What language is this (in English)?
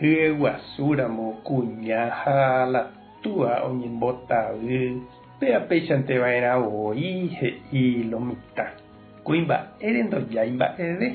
Guarani